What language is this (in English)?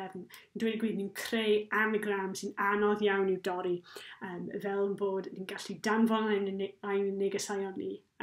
Welsh